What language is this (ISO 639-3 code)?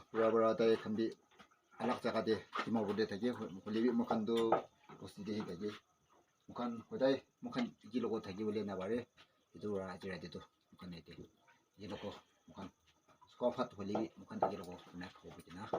yim